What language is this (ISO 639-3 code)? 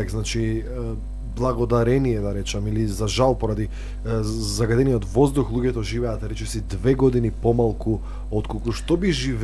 mkd